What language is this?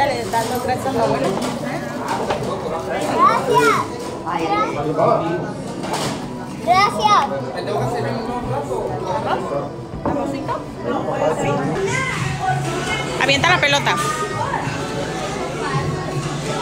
Spanish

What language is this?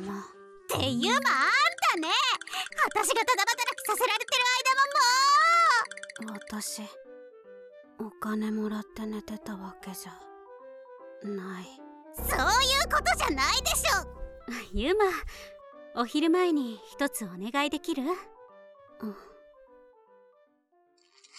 Japanese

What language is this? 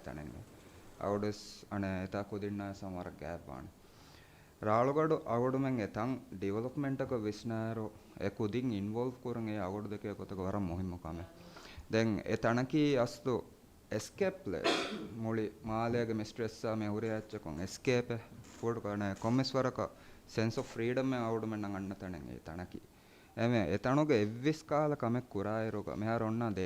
Divehi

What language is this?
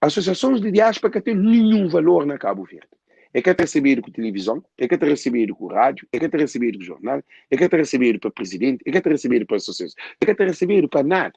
Kabuverdianu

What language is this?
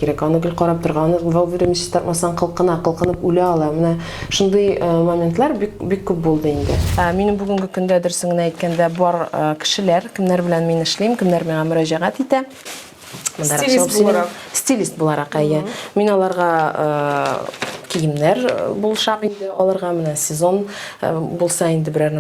Tatar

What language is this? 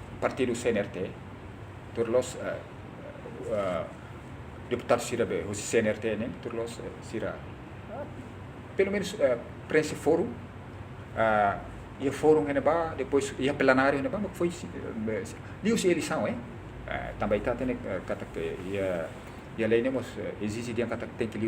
Tetum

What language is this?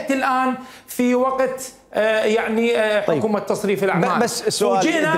Mesopotamian Arabic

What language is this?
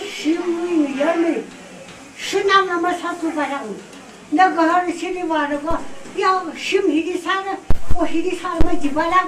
Tangkhul Naga (India)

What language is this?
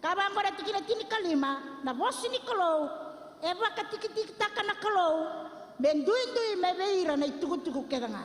Fijian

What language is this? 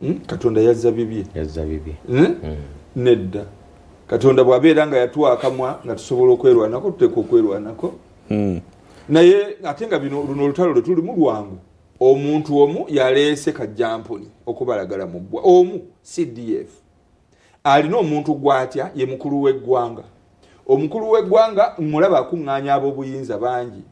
Ganda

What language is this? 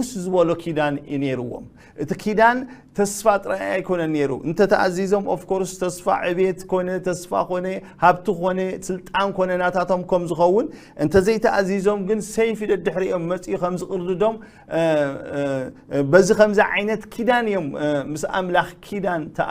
Tigrinya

